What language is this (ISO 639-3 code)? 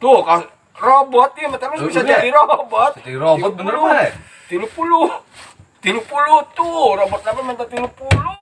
sun